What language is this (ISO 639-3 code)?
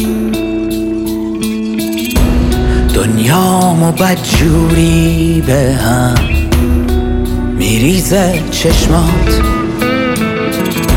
fas